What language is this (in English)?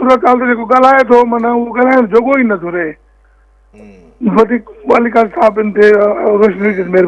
Sindhi